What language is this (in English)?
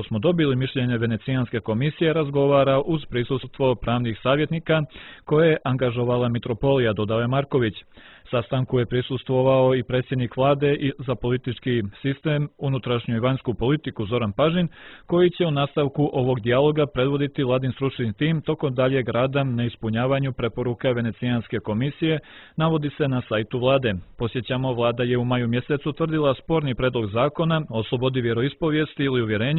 Serbian